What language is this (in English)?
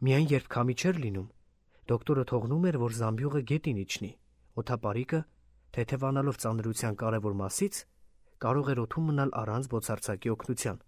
Armenian